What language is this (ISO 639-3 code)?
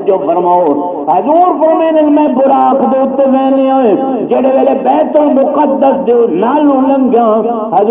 skr